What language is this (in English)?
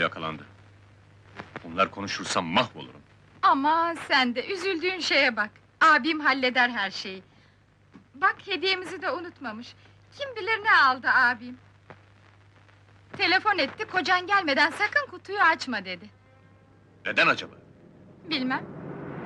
Turkish